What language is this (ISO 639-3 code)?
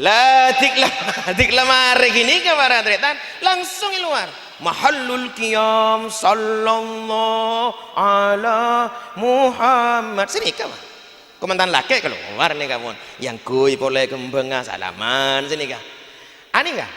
mad